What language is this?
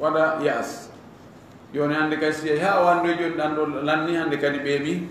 Fula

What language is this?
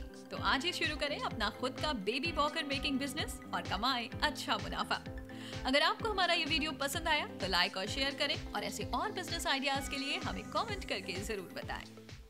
Hindi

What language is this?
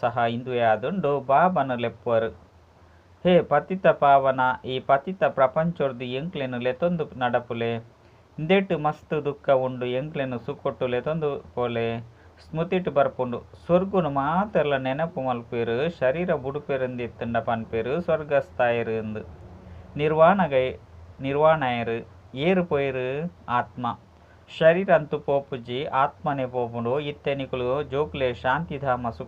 Tulu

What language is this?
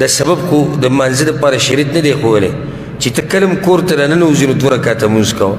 Pashto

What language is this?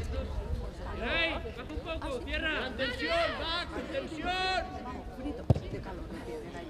Spanish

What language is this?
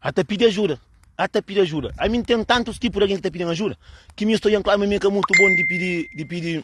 Kabuverdianu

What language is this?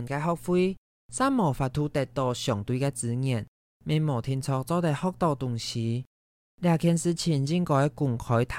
Hakka Chinese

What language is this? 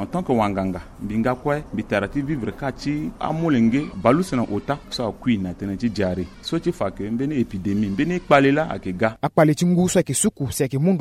Sango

